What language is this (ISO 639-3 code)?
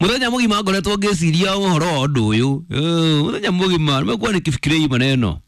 kik